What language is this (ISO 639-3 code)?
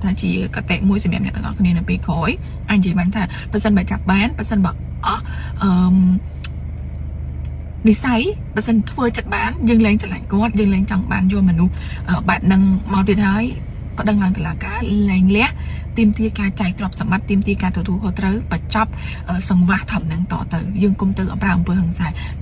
khm